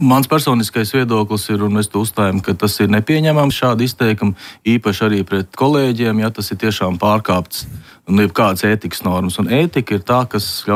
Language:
Latvian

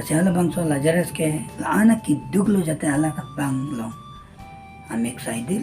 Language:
Karbi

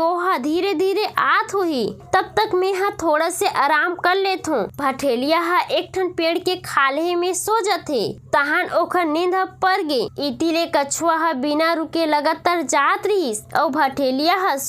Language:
Chhattisgarhi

